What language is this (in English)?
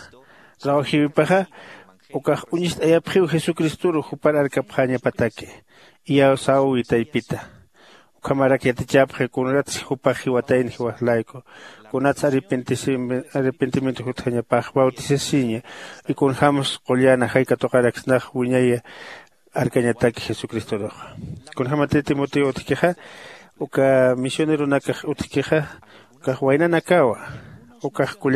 Aymara